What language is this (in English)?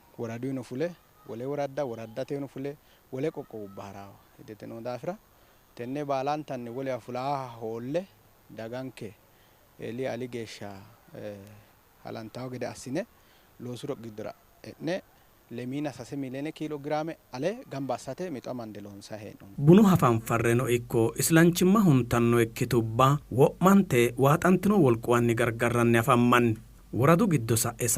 Sidamo